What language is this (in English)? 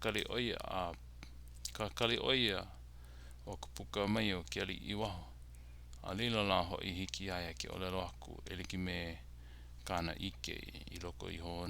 Hawaiian